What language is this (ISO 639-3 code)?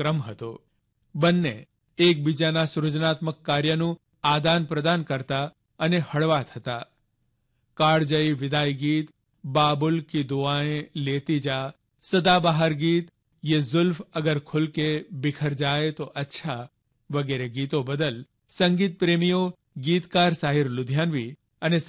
guj